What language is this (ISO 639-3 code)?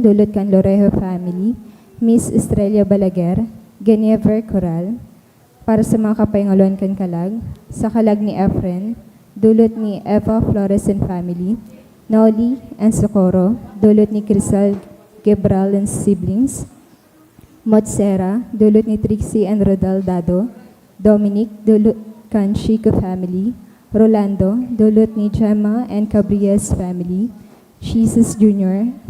bik